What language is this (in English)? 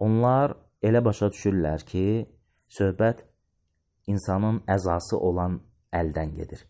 Azerbaijani